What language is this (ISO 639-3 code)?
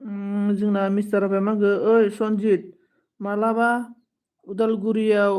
brx